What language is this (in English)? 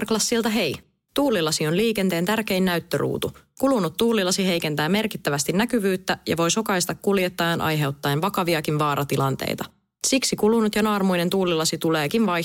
Finnish